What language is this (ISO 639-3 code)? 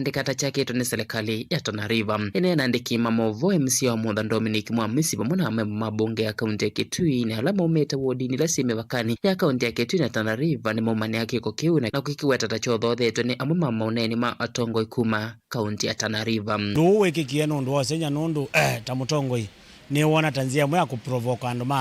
kam